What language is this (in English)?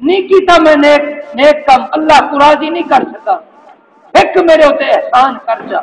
Saraiki